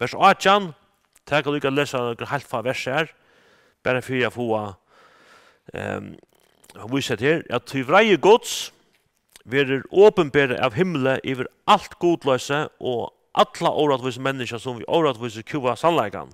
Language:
Faroese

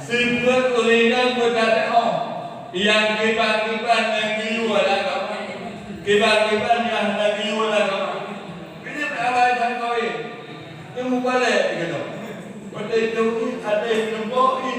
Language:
Achinese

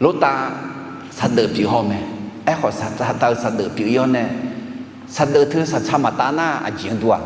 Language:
Akha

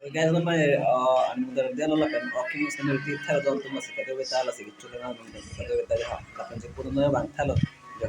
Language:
Karbi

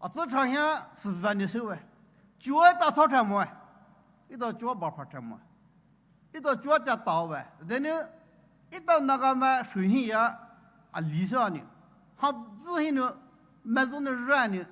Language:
Poumei Naga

